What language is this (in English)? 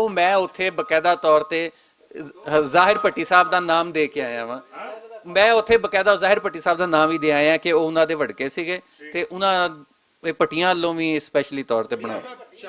Western Panjabi